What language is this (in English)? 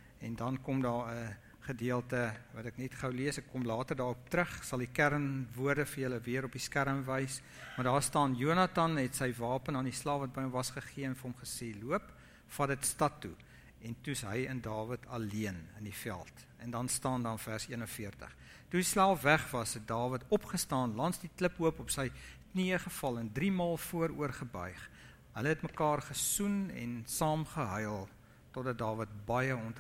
Afrikaans